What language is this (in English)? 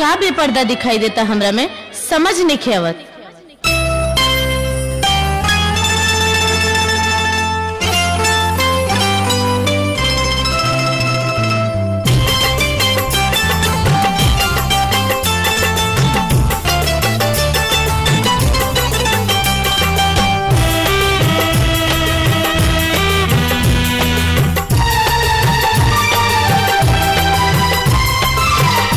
Bhojpuri